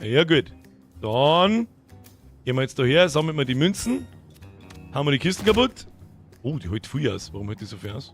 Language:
Bavarian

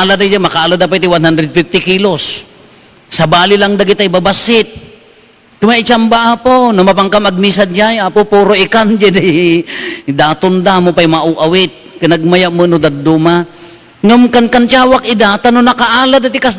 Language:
Iloko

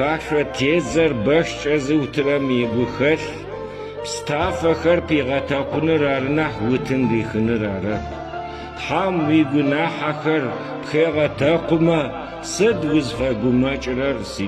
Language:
Adyghe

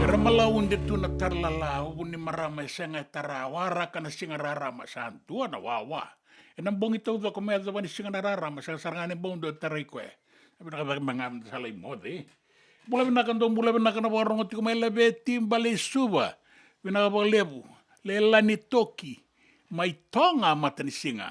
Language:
Fijian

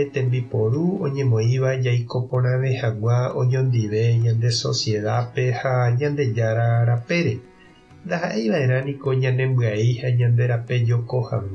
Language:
Guarani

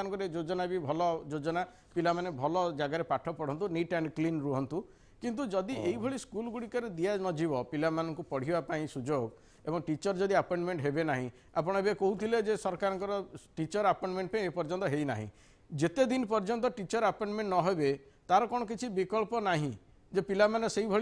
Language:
Odia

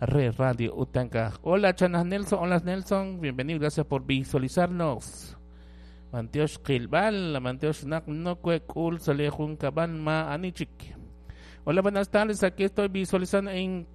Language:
Kekchí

